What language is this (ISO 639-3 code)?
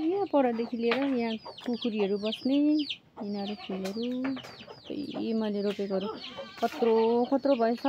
nep